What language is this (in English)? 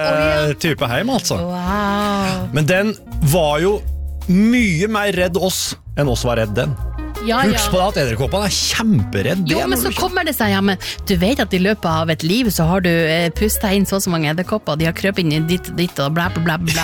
Norwegian